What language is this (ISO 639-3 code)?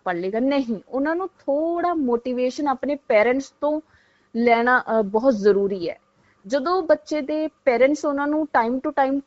pan